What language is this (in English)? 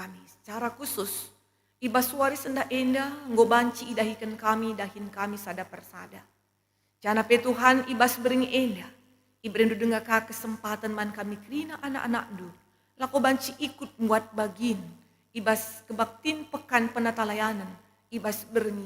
Batak Karo